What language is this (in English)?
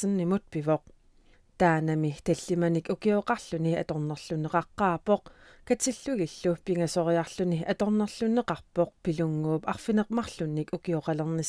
Kalaallisut